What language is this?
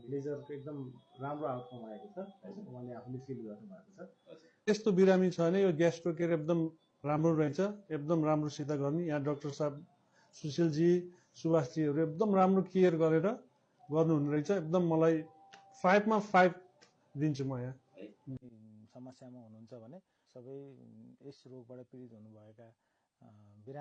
Nepali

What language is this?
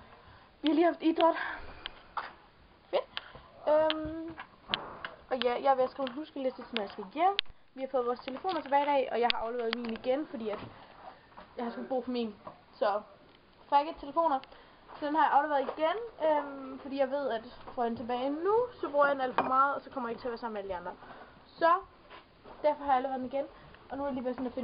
Danish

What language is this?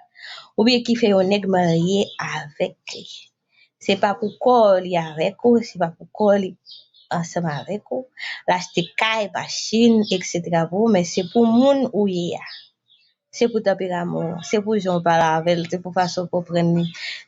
Haitian Creole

